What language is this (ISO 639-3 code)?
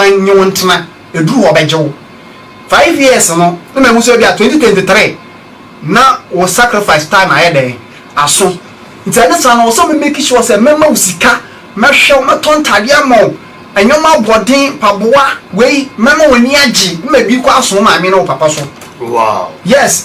aka